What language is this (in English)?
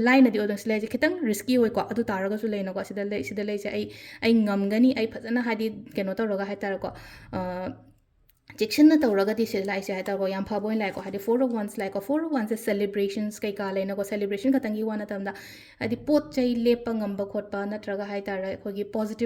Manipuri